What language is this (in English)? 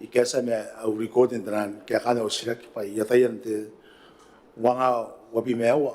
Gilbertese